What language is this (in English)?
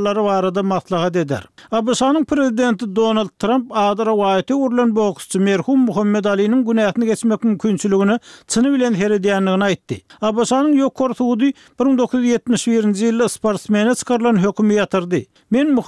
Turkmen